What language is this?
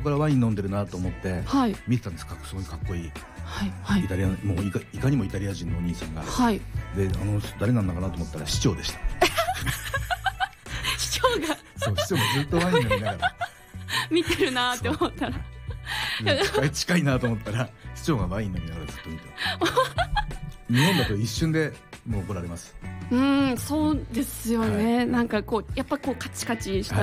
Japanese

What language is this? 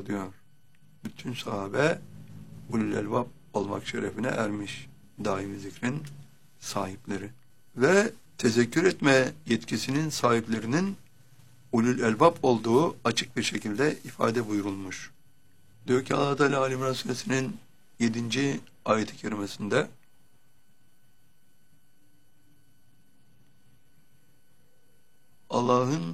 Turkish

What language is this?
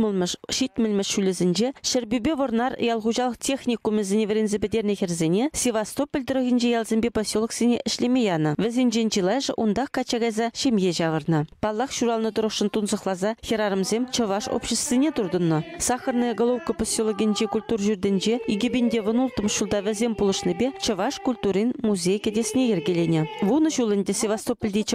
Chuvash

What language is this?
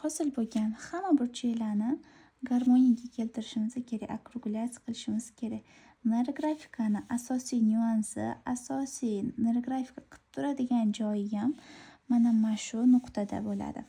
Uzbek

